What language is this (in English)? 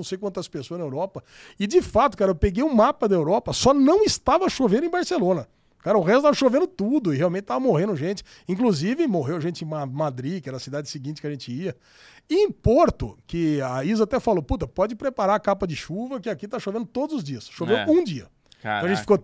Portuguese